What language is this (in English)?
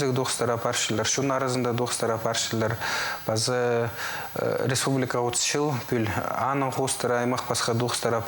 Khakas